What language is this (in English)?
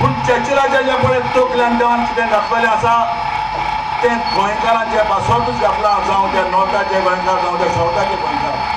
Konkani